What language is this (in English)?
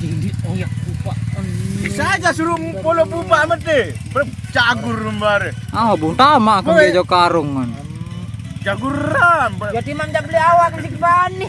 Sasak